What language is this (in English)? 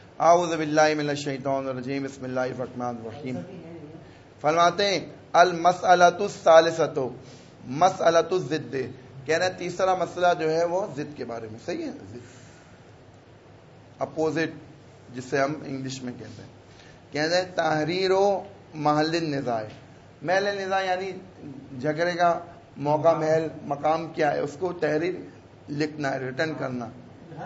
Urdu